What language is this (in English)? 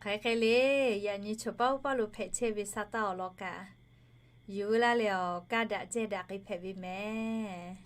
Lahu